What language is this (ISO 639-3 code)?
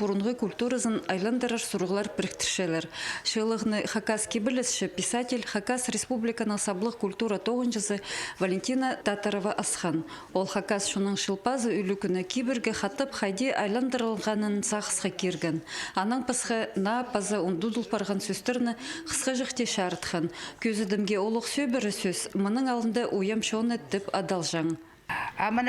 kjh